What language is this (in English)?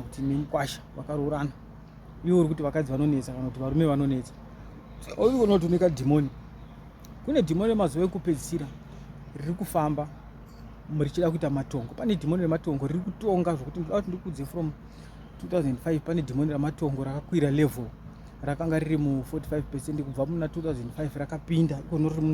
Shona